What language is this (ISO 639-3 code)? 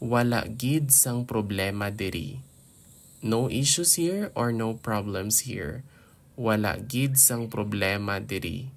hil